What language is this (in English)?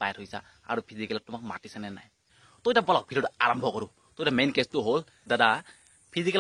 Assamese